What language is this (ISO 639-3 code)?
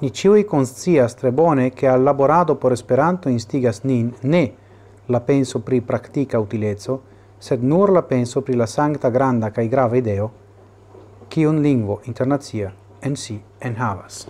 epo